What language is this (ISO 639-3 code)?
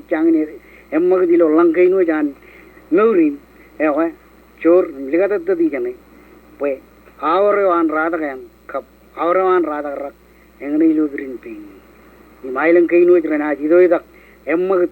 mah